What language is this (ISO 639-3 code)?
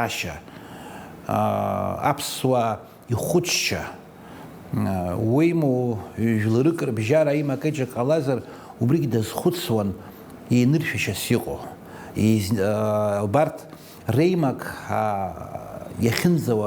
abk